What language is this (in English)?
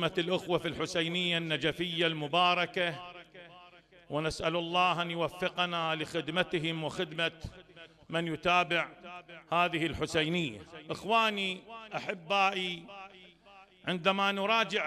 Mesopotamian Arabic